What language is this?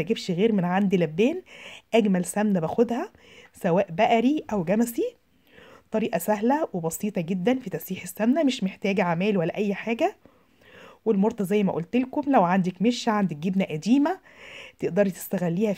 Egyptian Arabic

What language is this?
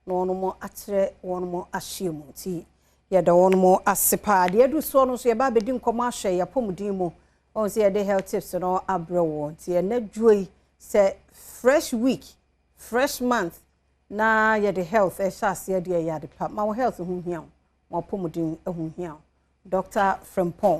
Akan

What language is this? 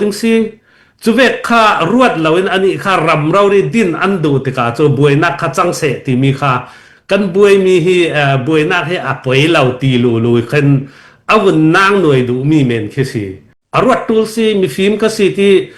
Falam Chin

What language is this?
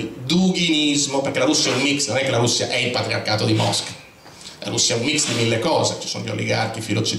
Italian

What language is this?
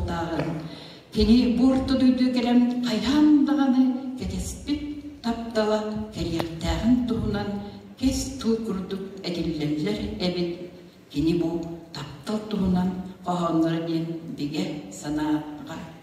Yakut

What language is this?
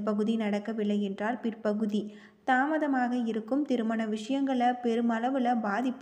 Tamil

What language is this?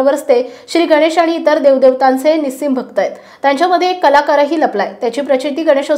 Marathi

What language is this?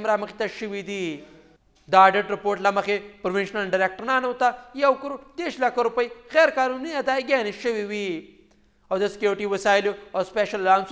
Pashto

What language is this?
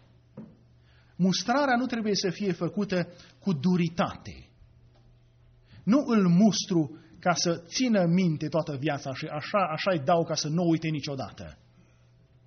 Romanian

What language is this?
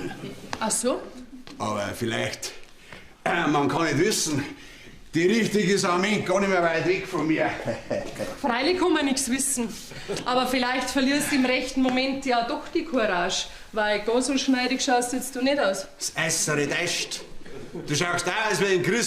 Bavarian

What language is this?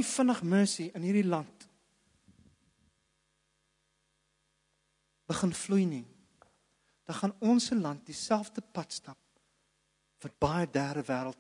Afrikaans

